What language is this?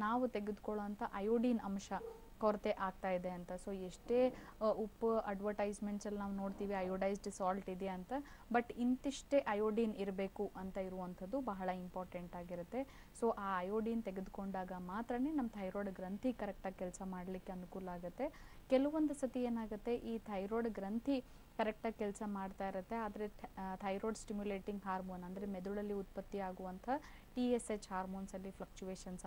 Kannada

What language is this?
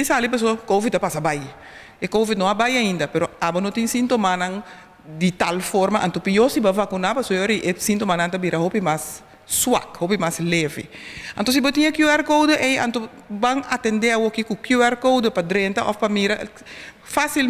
Papiamento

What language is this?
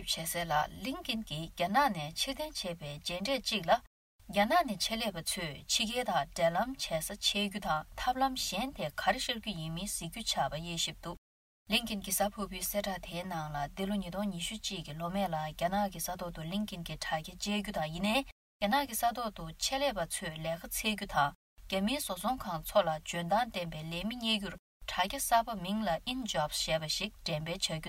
Tibetan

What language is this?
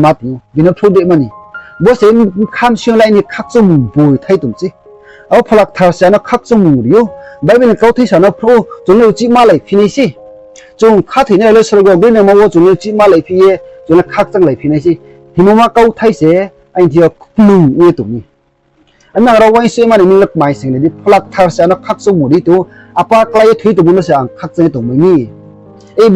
Riang (India)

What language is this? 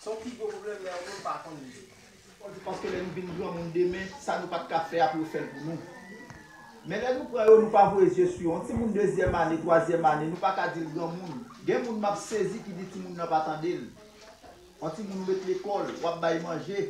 Haitian Creole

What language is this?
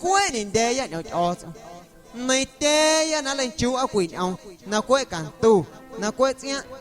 Guerrero Amuzgo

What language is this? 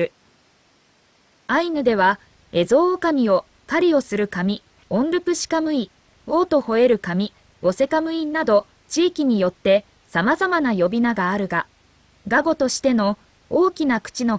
Japanese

